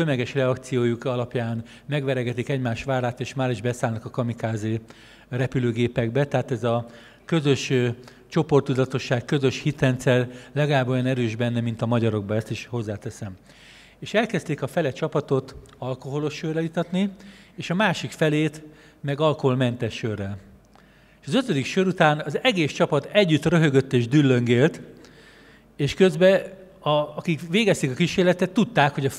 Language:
Hungarian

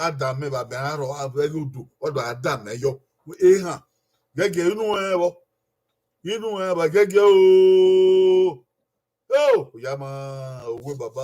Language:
Bini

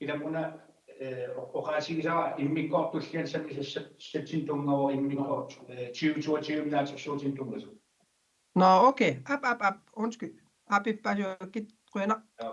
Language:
Kalaallisut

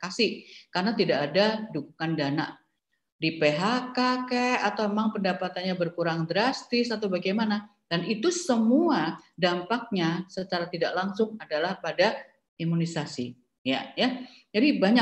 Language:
Indonesian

